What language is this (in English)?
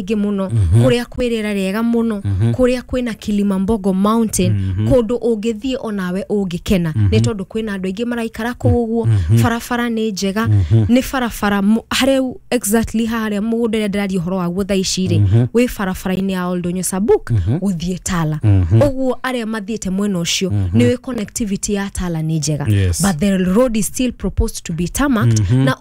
Kikuyu